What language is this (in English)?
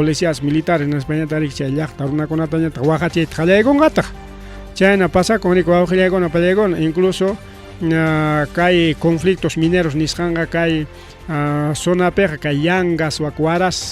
Ayacucho Quechua